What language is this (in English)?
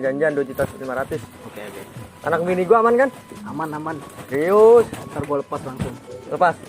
Betawi